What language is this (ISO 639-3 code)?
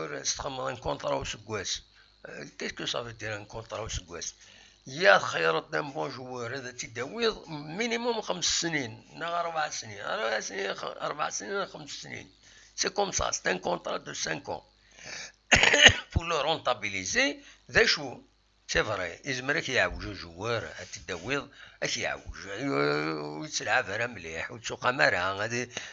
kab